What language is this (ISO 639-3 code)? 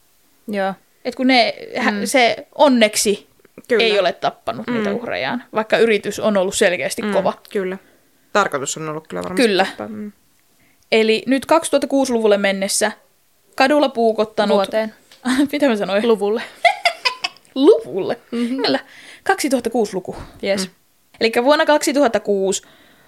fin